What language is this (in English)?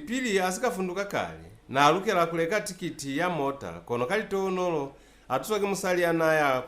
Lozi